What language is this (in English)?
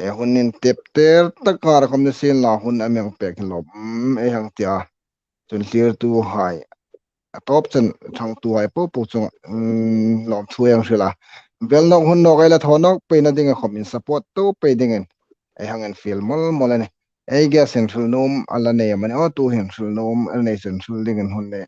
Hmar